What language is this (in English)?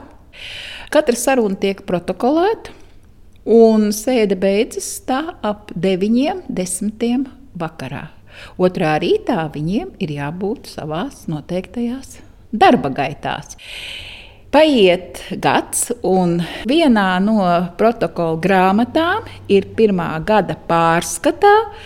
Latvian